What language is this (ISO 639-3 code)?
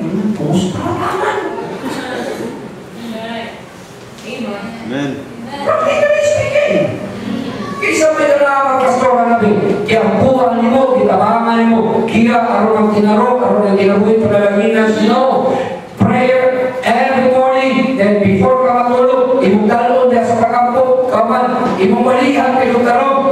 ceb